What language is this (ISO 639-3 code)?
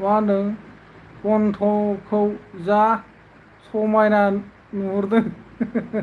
brx